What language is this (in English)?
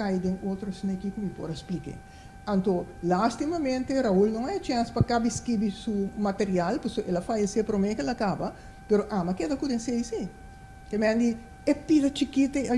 Papiamento